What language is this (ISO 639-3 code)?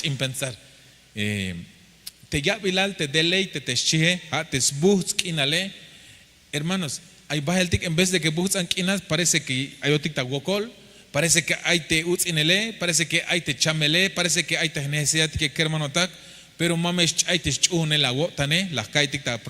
tzh